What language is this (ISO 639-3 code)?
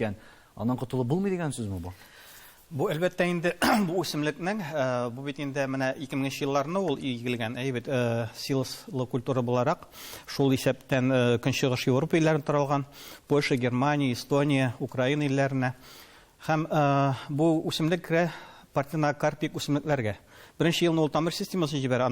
tat